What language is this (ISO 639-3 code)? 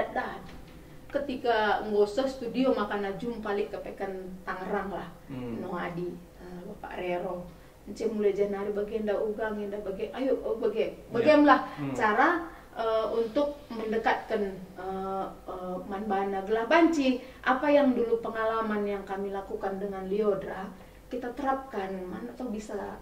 btx